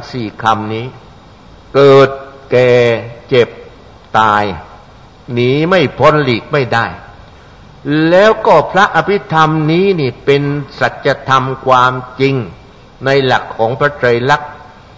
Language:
Thai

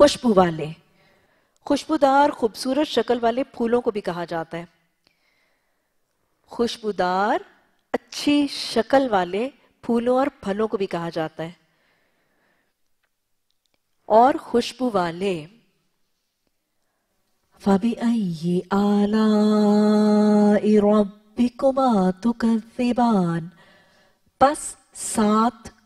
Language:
Urdu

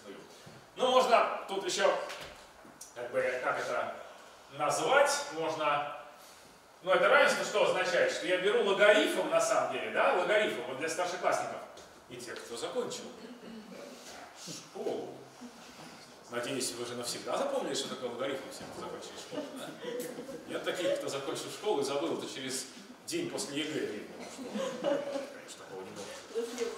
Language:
Russian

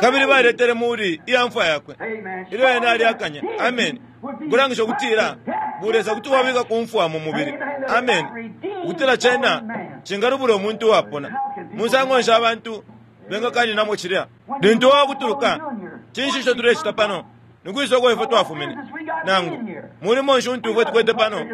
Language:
Bemba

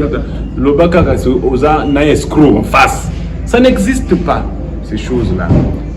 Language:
Lingala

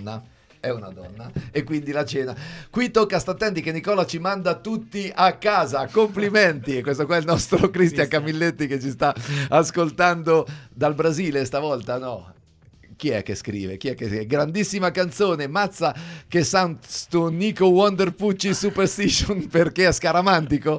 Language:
Italian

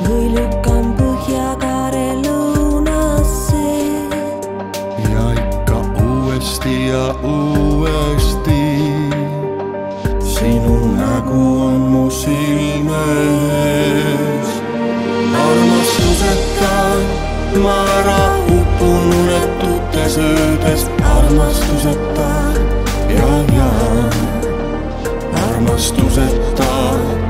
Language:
Estonian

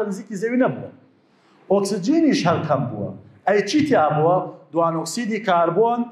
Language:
Central Kurdish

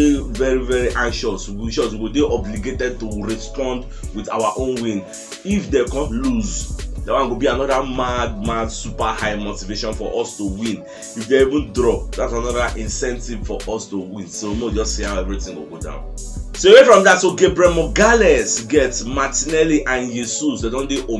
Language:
Nigerian Pidgin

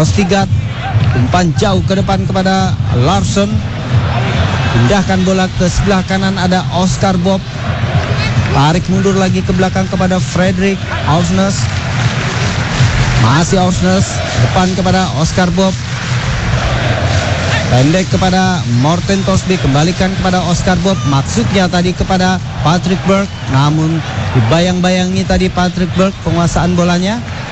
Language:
Indonesian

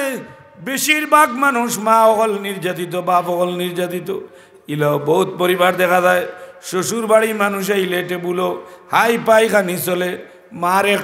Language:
Sylheti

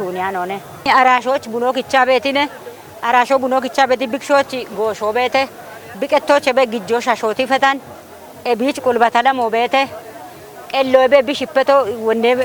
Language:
Kafa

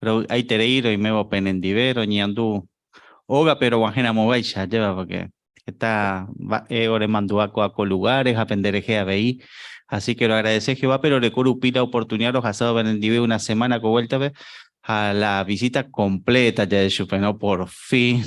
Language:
Guarani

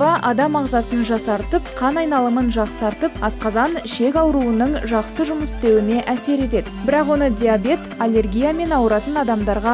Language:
Kazakh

